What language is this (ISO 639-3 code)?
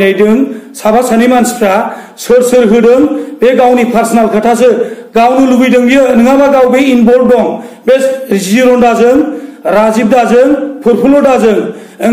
brx